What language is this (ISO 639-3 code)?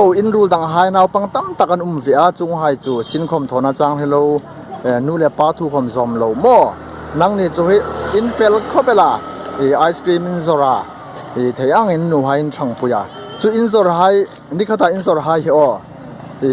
hmr